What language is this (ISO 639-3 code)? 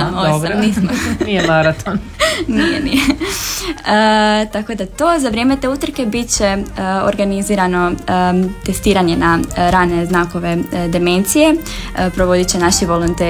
hrv